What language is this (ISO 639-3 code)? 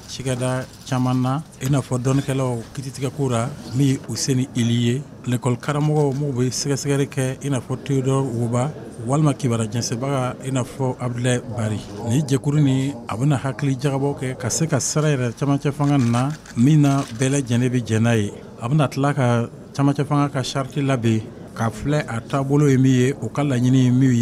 bam